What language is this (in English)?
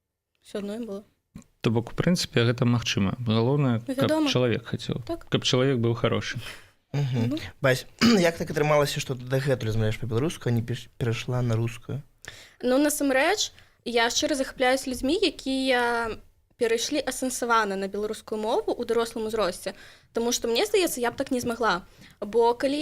Belarusian